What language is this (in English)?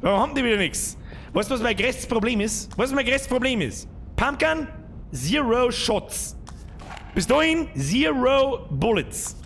Bavarian